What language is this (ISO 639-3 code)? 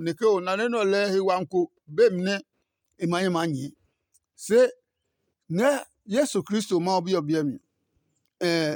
ada